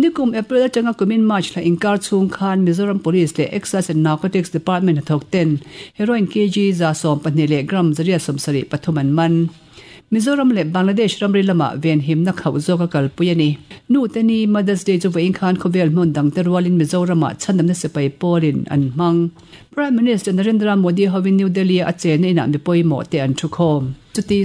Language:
Mizo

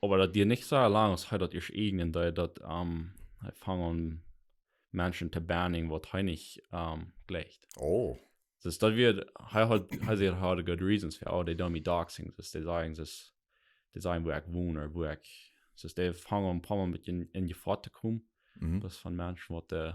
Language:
Plautdietsch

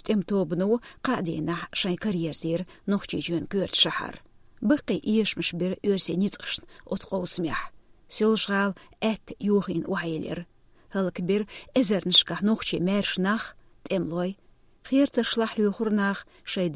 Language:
Chechen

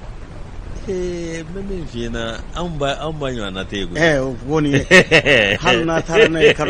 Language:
Bambara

